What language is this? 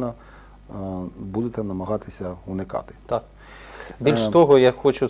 Ukrainian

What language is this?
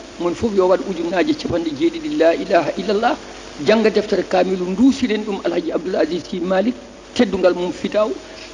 Fula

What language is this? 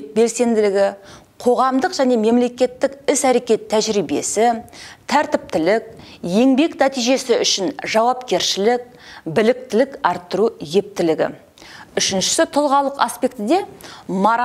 Kazakh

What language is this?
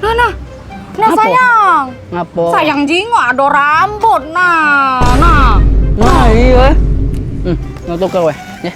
Musi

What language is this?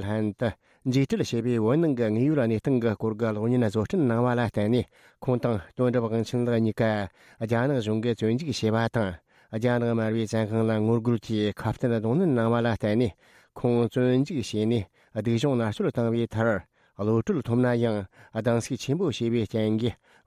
Tibetan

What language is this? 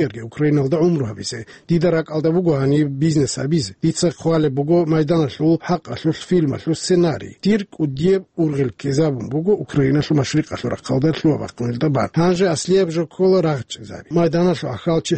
Avaric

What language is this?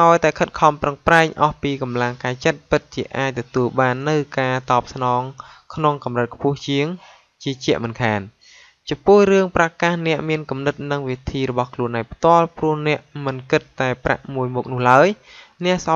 Khmer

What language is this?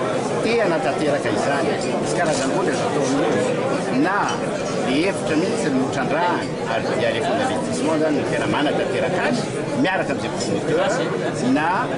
Malagasy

